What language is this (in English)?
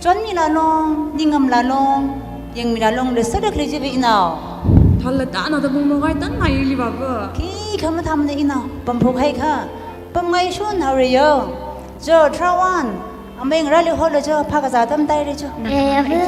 Tangkhul Naga (India)